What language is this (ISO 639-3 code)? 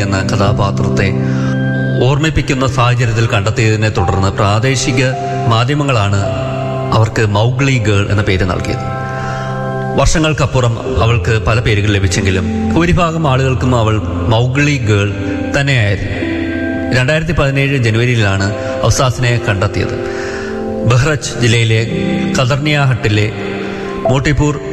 mal